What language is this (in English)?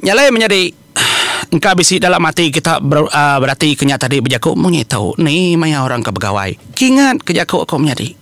Iban